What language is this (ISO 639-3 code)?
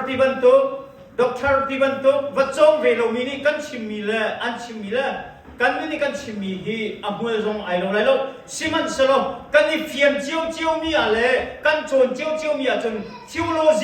cnh